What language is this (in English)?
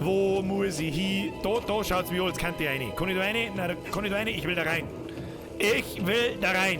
Bavarian